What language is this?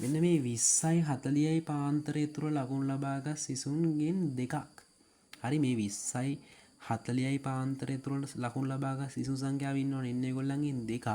Sinhala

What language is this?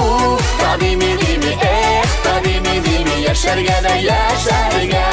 Bashkir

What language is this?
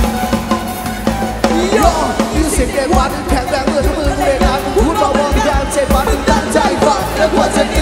Thai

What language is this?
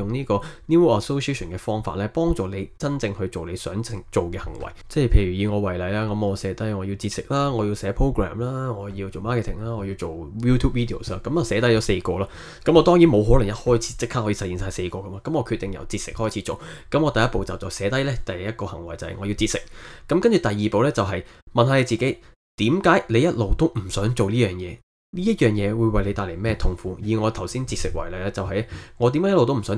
Cantonese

